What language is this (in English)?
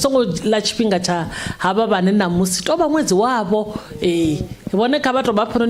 Venda